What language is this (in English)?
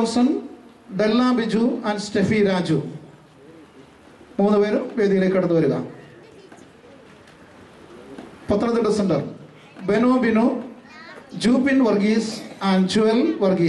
Malayalam